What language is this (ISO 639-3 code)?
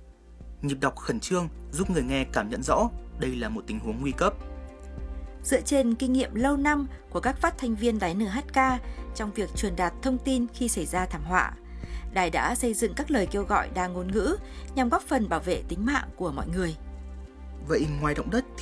vie